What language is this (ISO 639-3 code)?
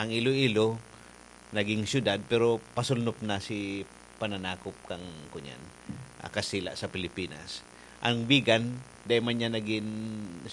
bik